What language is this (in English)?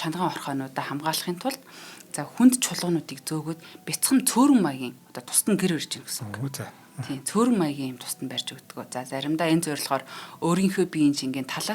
Mongolian